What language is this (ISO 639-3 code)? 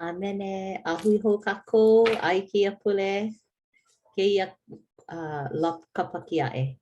haw